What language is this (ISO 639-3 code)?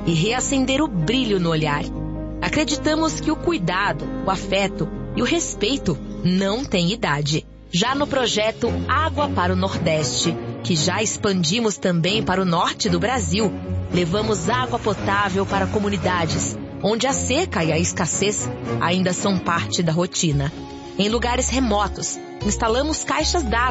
por